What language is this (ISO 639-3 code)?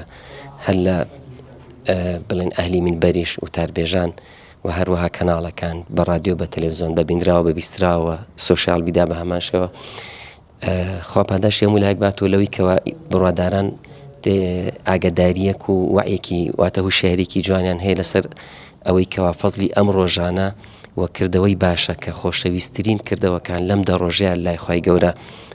ckb